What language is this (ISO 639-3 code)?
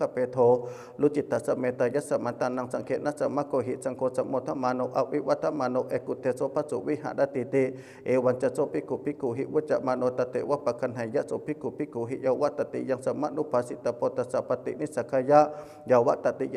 pli